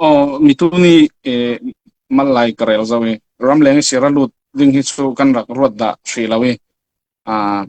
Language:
Falam Chin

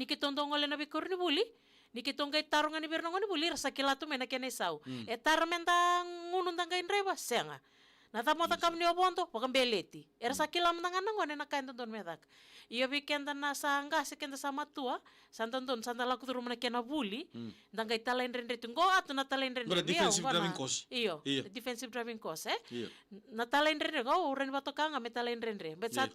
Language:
Fijian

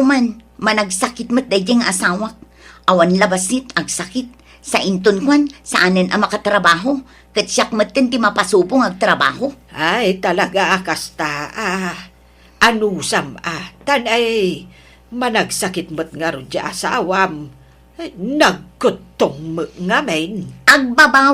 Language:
Iloko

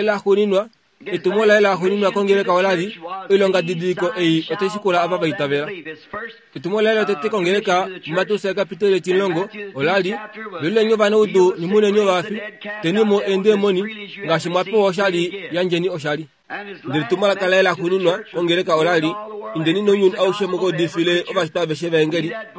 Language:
Kuanyama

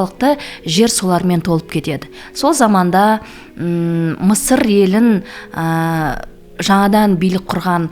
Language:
Kazakh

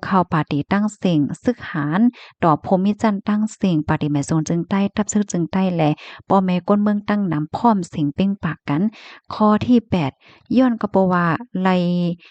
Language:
Shan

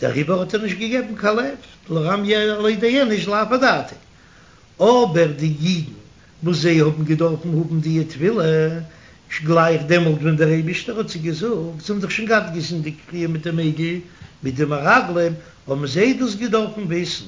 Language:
Yiddish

